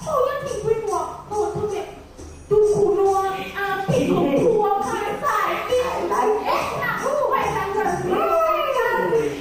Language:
Jamaican Creole English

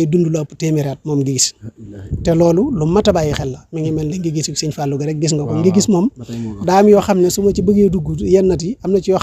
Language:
Wolof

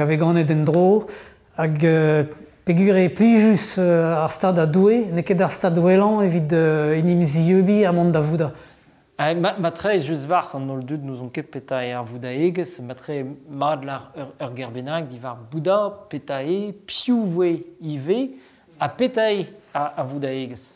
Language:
Breton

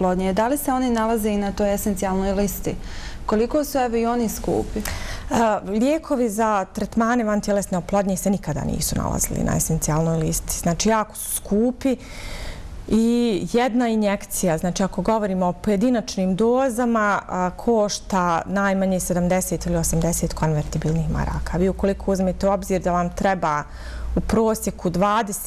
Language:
Bosnian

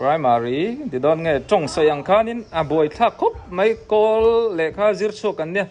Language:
Mizo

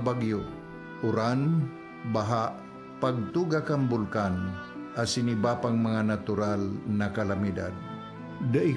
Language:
Bikol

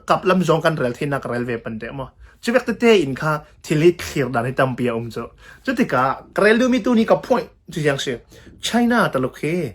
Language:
Hakha Chin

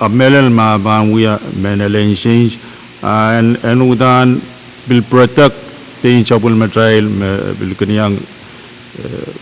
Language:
Pohnpeian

